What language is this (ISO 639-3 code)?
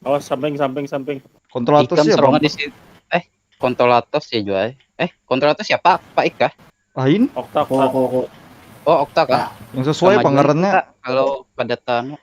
bjn